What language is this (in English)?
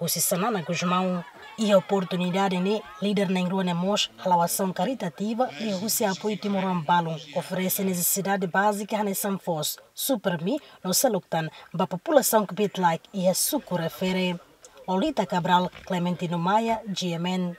Tetum